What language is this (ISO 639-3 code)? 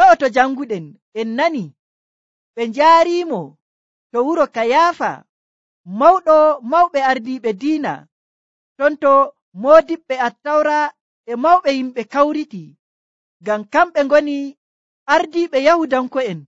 fuv